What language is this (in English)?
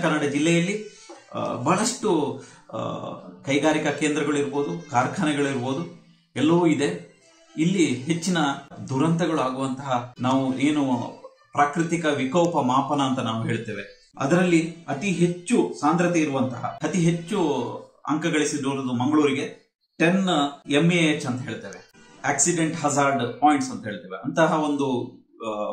Kannada